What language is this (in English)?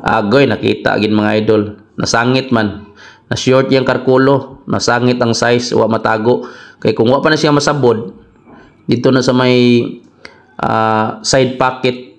Cebuano